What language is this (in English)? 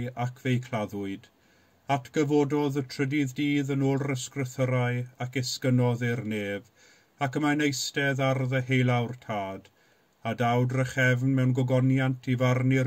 Welsh